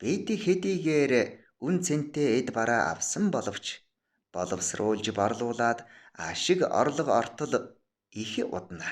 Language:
Mongolian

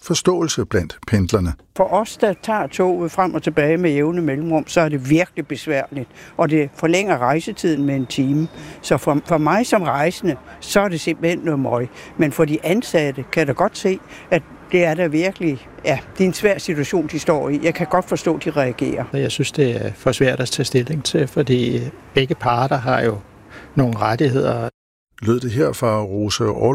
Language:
Danish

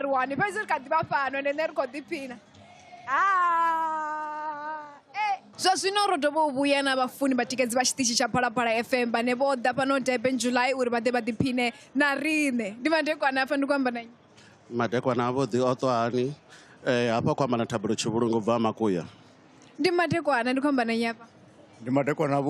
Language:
Venda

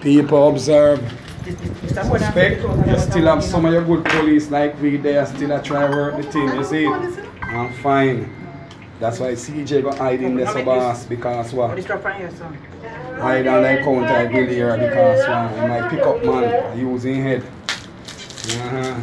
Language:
Jamaican Creole English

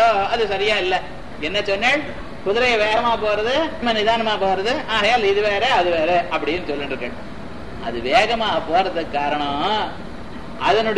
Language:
Tamil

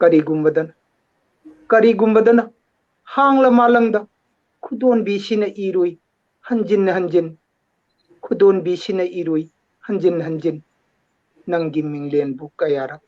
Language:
Manipuri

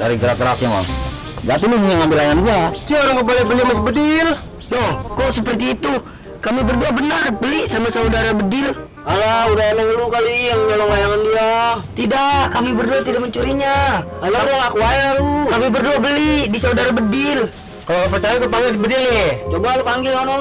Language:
Betawi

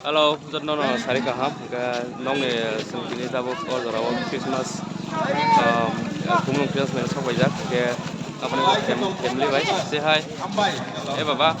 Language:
Kok Borok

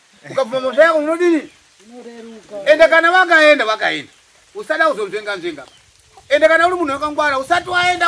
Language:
Shona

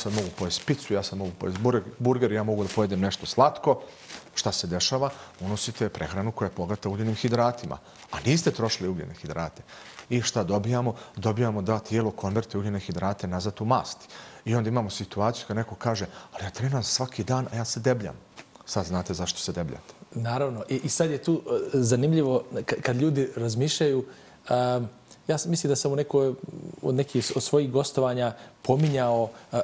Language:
Bosnian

